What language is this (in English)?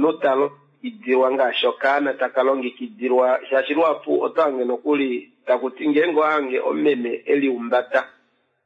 Kuanyama